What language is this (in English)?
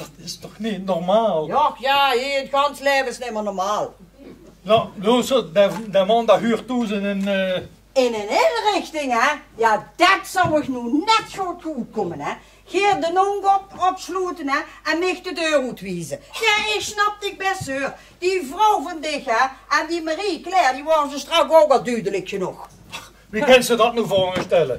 Limburgish